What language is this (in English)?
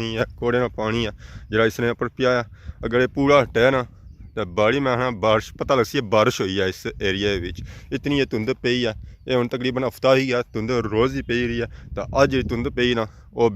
Pahari-Potwari